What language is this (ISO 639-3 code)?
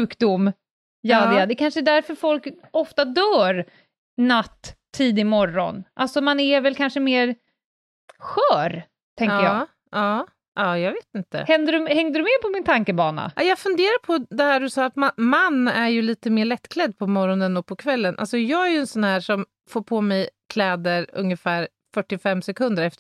swe